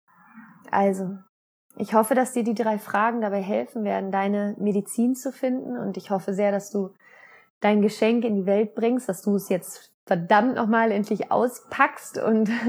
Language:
German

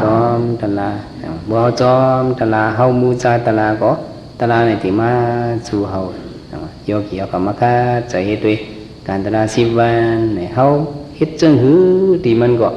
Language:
Shan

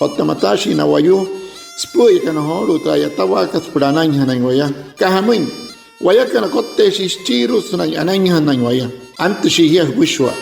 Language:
Wayuu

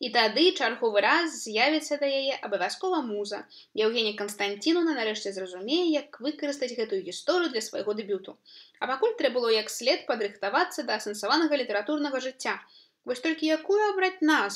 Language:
Belarusian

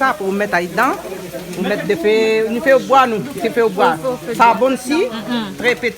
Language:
Réunion Creole French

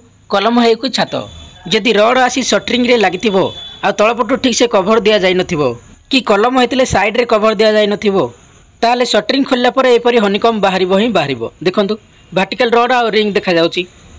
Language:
Odia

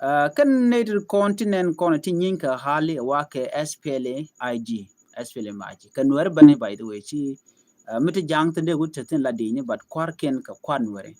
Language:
Nuer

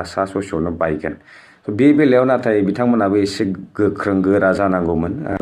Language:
Bodo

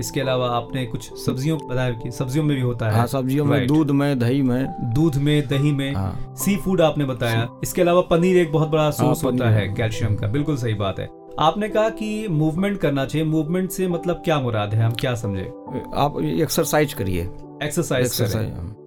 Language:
Hindi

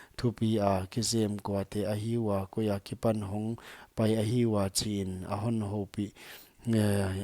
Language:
Paite Chin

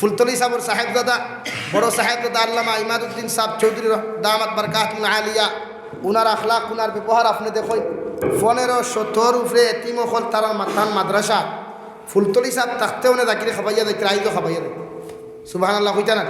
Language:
Sylheti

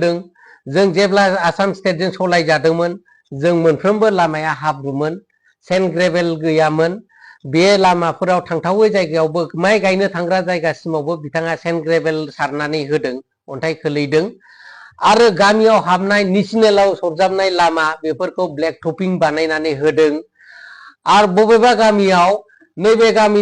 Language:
Bodo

